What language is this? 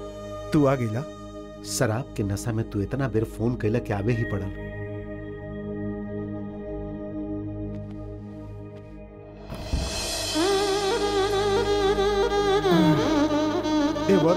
Bhojpuri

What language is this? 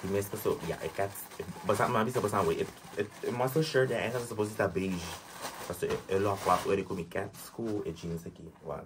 Papiamento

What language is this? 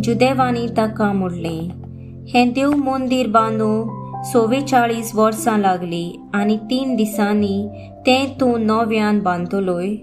Konkani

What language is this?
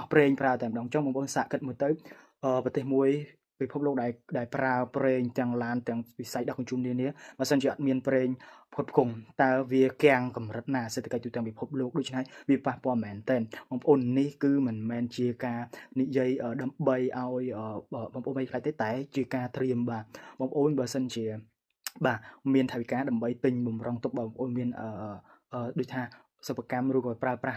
Khmer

